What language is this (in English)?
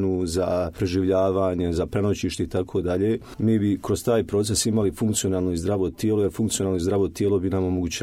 Croatian